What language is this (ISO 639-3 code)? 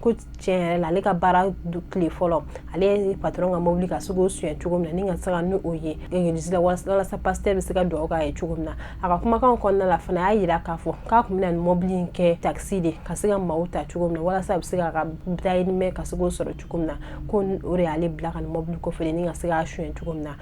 bam